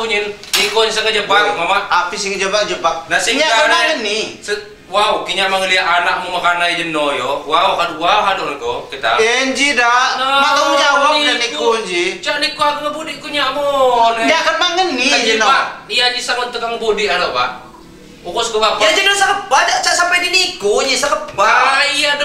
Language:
Lampung Api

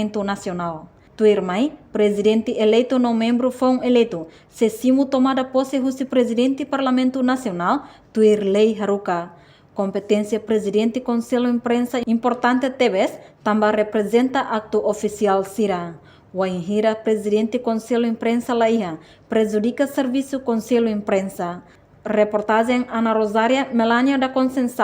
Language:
Tetum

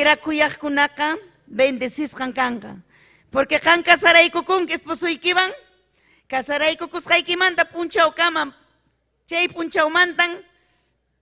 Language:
Ayacucho Quechua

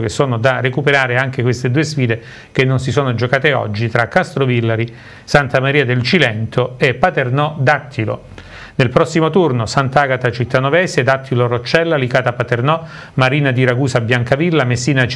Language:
Italian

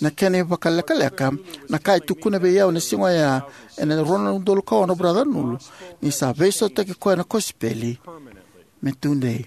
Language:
Fijian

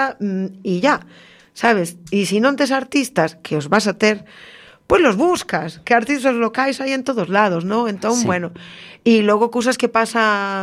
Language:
Galician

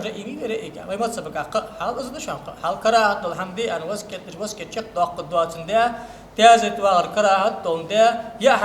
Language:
Ingush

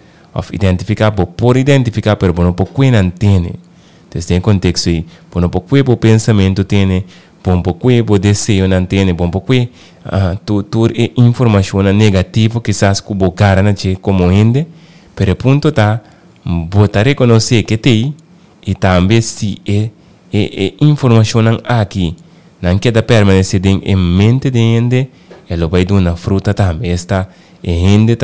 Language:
Papiamento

